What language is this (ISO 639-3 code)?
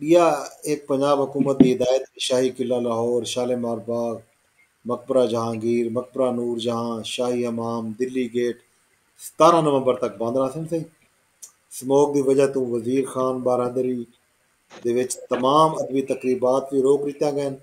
skr